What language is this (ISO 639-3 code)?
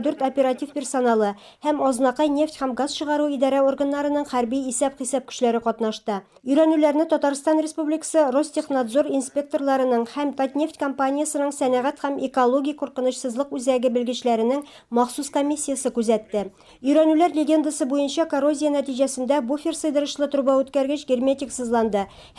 tat